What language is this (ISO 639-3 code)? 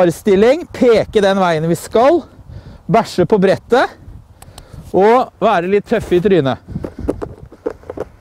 nor